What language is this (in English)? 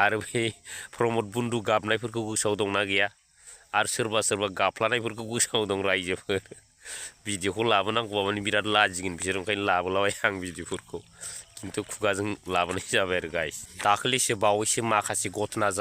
Bodo